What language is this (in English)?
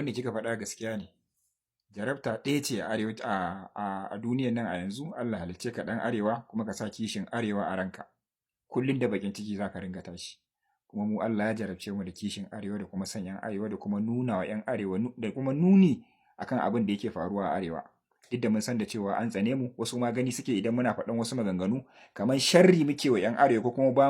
Hausa